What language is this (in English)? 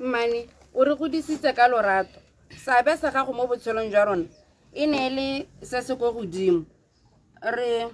Tswana